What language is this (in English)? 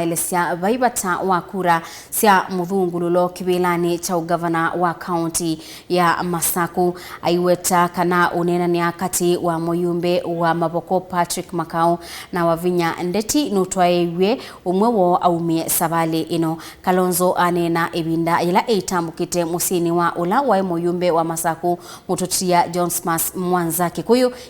Kamba